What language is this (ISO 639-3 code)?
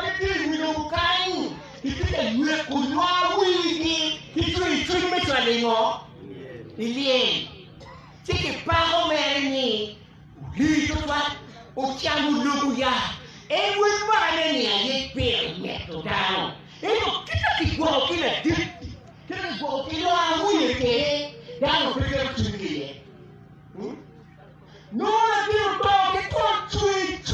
ach